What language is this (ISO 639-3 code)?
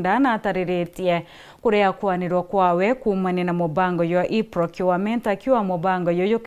mer